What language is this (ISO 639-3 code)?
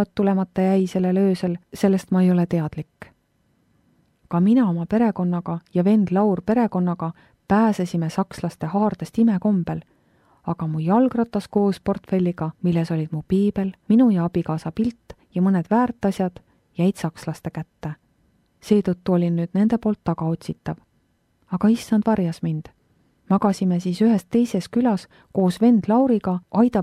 est